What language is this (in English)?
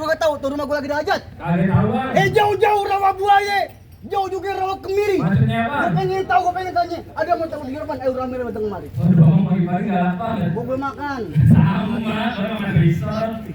Betawi